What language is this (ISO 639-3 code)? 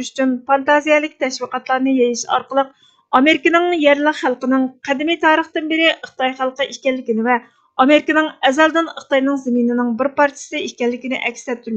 uig